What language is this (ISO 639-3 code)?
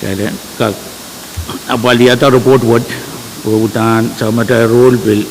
pon